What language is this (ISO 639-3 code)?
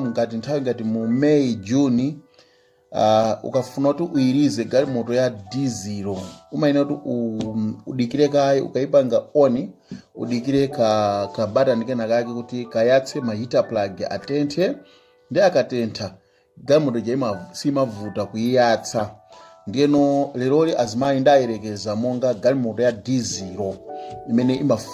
nya